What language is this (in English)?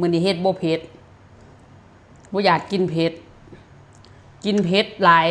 Lao